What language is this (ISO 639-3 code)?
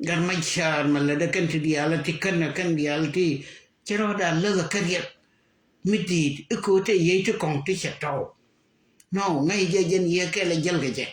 nus